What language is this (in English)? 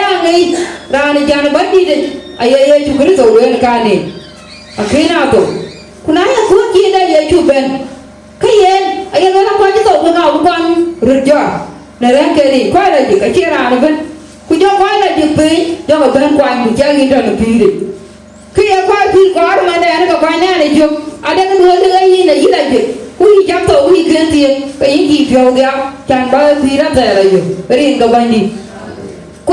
Dinka